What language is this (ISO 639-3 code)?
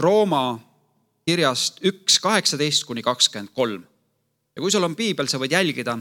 est